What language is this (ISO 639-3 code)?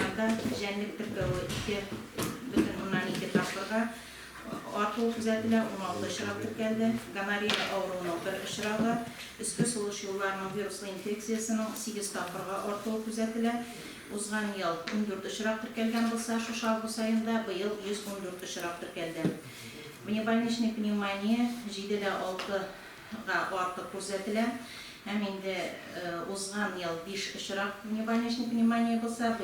tat